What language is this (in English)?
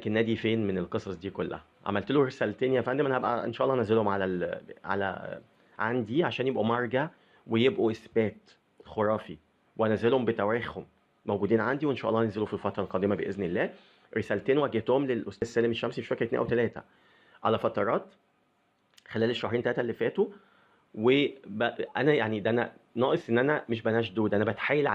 Egyptian Arabic